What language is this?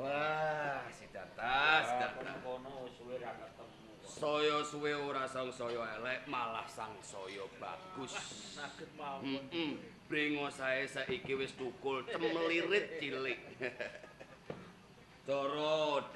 Javanese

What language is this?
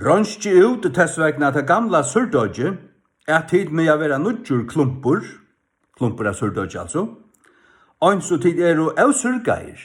Faroese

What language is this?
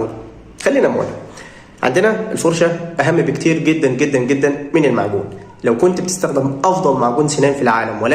Egyptian Arabic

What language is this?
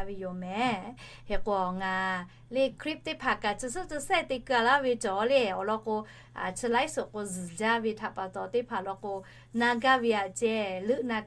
Lahu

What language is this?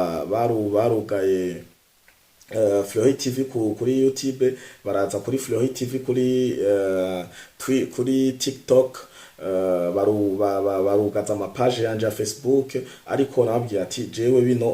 Rundi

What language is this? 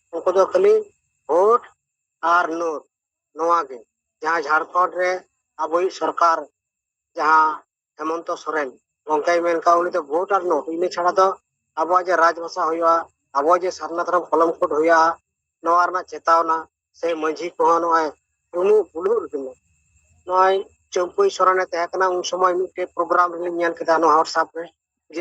Santali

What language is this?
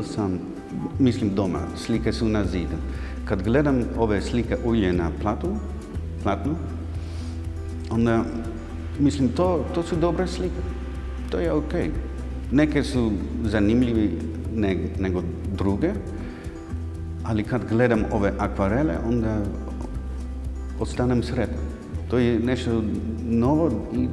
Croatian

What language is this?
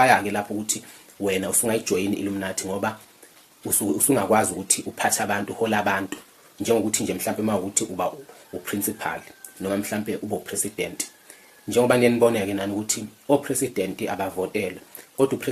Zulu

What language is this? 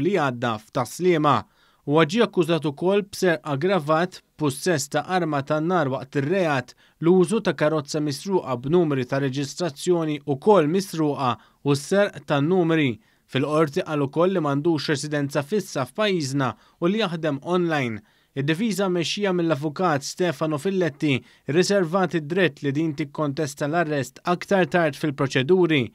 Maltese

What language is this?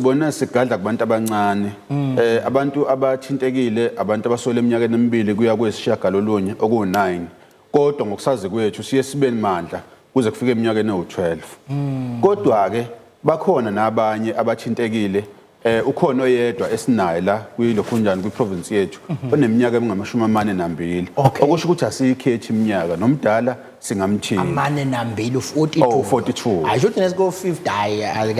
Zulu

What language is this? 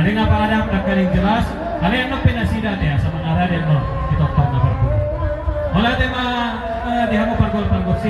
Batak Toba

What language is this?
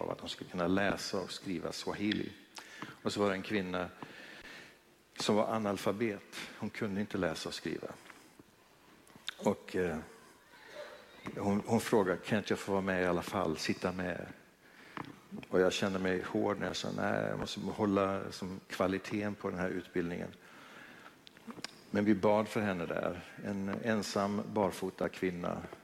Swedish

